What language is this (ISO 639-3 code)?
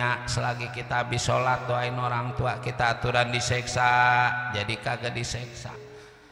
bew